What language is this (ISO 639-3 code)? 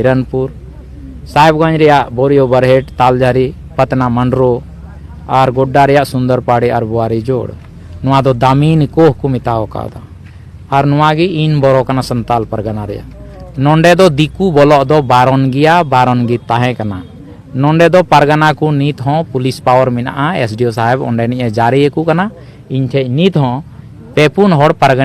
sat